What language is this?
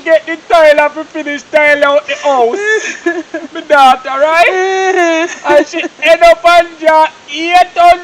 Jamaican Creole English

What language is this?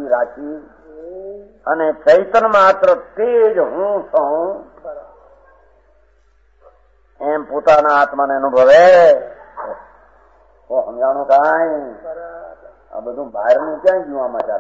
Gujarati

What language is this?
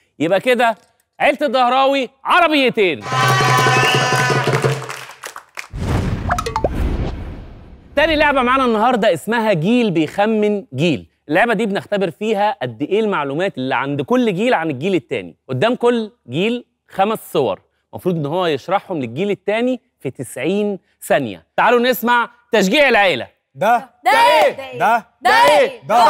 Egyptian Arabic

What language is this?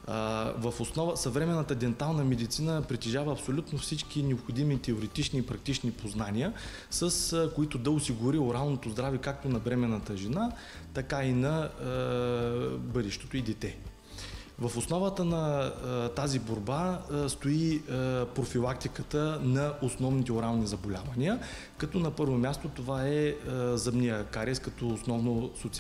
Bulgarian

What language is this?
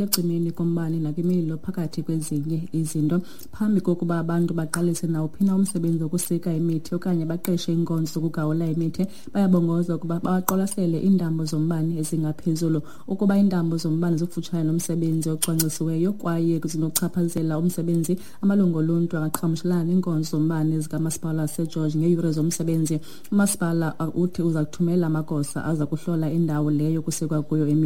Xhosa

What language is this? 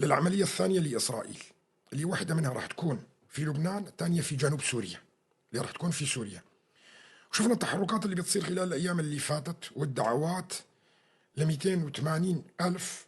North Levantine Arabic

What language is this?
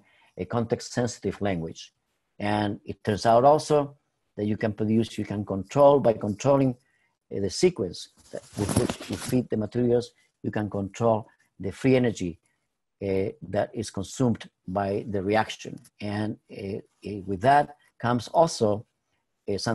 English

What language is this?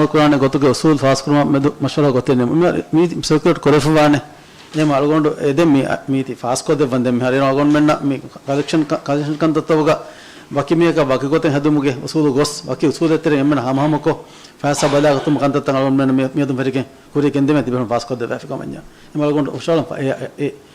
Divehi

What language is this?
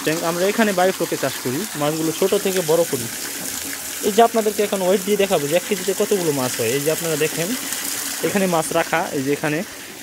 Bangla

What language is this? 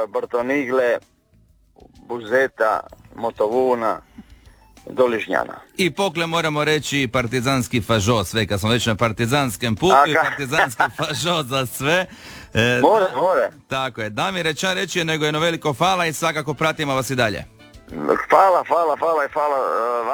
Croatian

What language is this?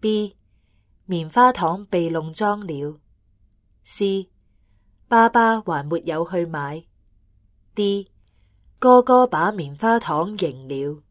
Cantonese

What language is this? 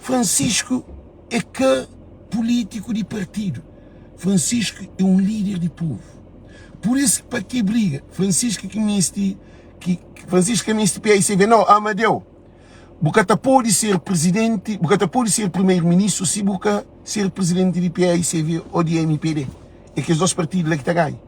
Kabuverdianu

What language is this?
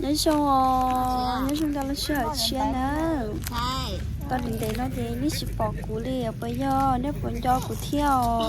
Hmong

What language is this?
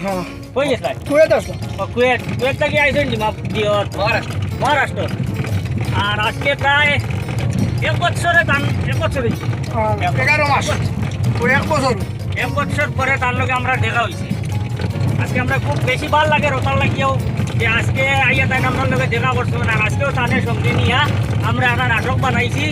Sylheti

